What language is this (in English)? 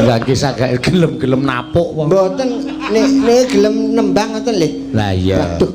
Javanese